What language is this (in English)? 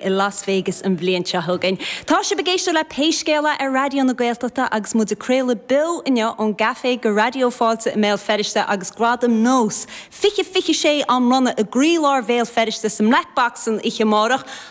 Irish